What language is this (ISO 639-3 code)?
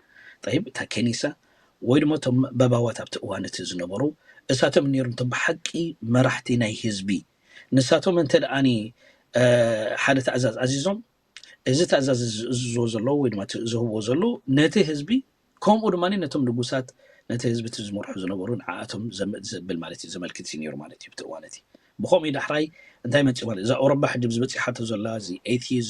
tir